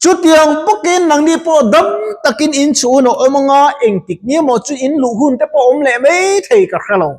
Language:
Mizo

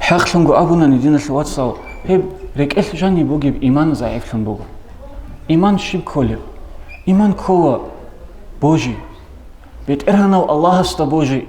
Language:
Avaric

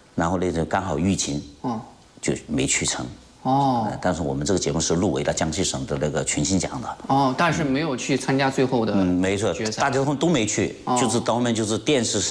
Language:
Chinese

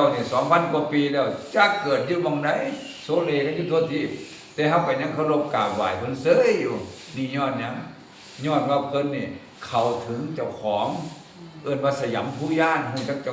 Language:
Northeastern Thai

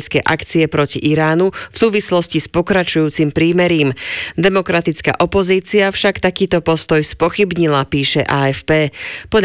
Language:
Slovak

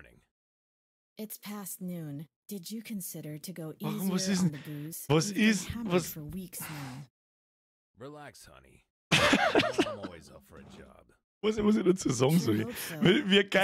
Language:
Bavarian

